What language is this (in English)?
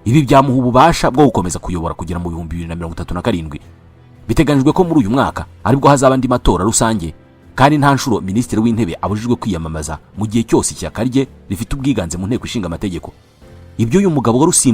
Kinyarwanda